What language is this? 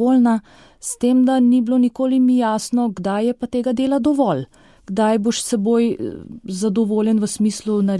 Slovenian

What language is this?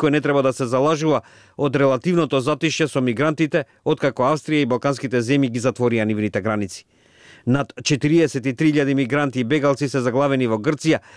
Macedonian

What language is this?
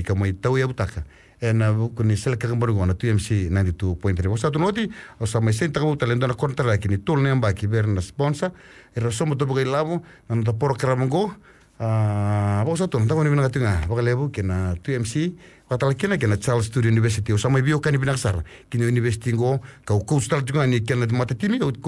Fijian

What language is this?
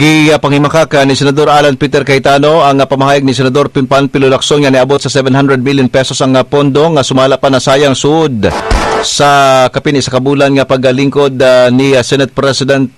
Cebuano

